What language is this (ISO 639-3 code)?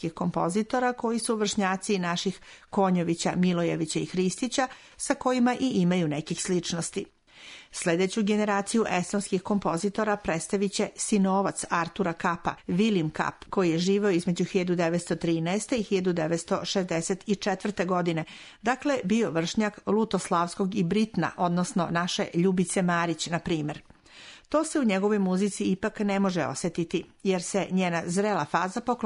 srp